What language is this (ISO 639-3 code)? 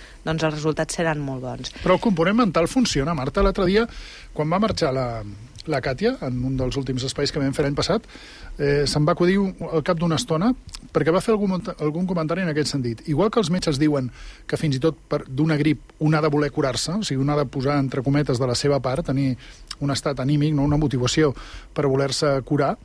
cat